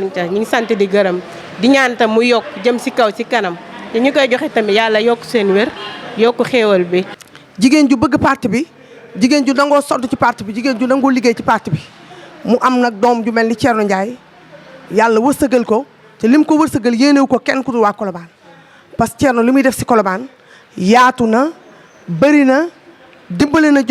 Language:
Wolof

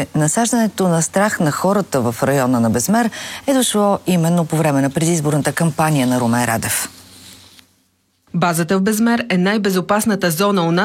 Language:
Bulgarian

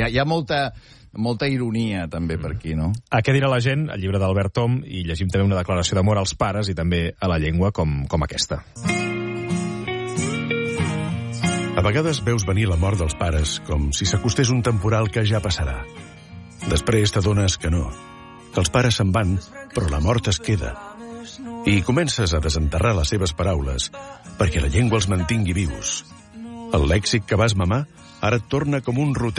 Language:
Catalan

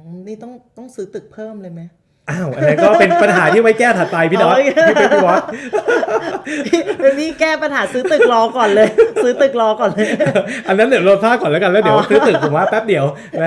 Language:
Thai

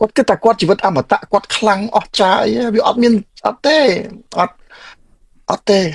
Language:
Khmer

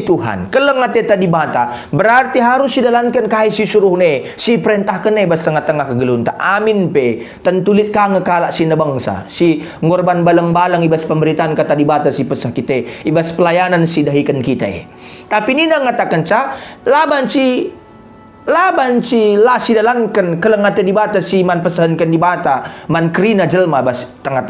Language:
Batak Karo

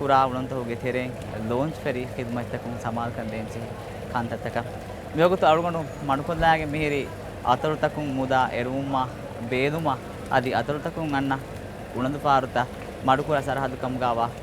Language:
Divehi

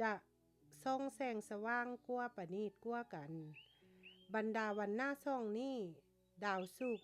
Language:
Lao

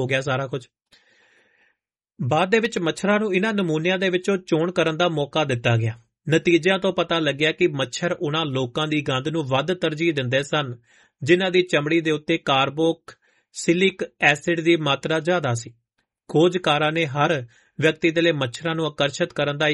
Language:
Punjabi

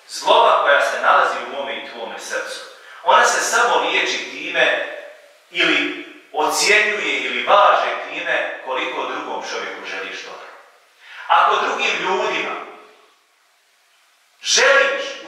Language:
Bosnian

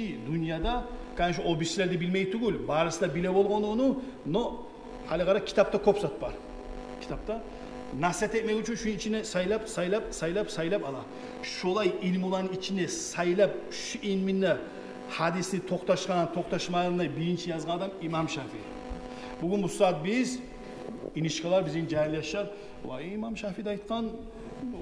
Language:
Kumyk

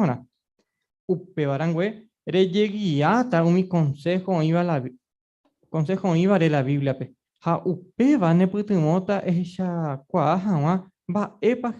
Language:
Guarani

